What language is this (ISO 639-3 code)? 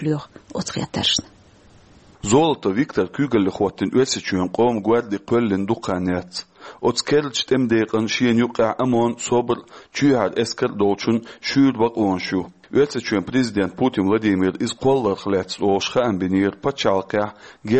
che